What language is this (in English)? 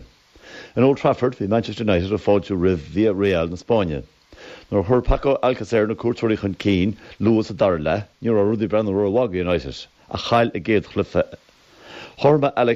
Irish